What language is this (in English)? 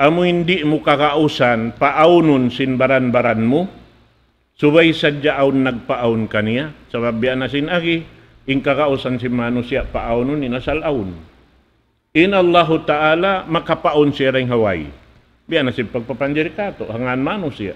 Tausug